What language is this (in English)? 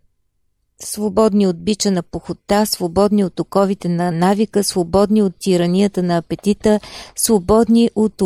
Bulgarian